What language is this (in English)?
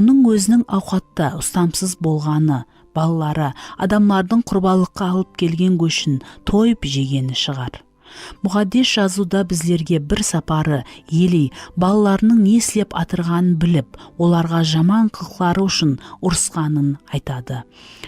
Kara-Kalpak